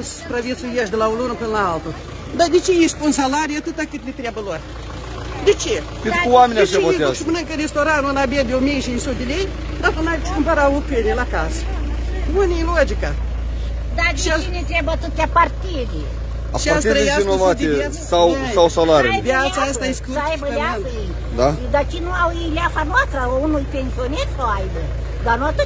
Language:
Romanian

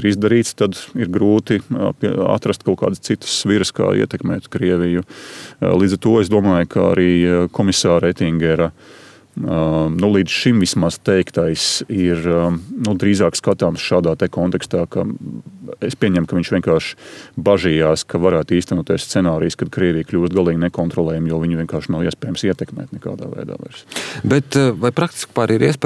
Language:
Latvian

